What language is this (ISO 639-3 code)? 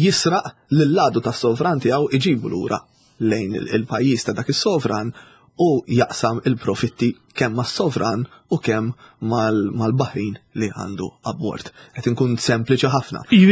mlt